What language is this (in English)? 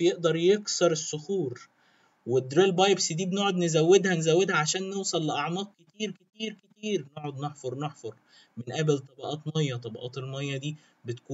Egyptian Arabic